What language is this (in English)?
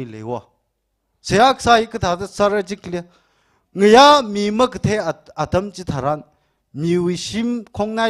Tangkhul Naga (India)